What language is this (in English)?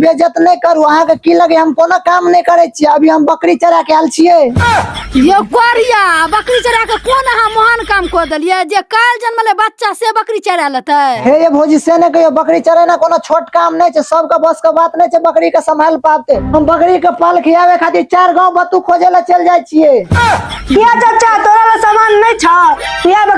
Maithili